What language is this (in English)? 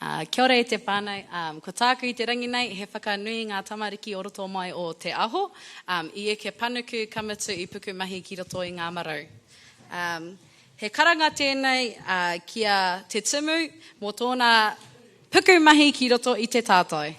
Māori